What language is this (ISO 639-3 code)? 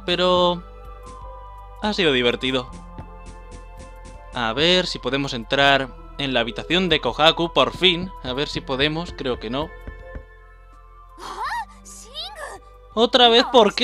spa